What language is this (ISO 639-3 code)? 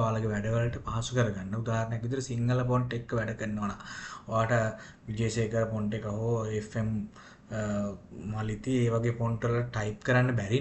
sin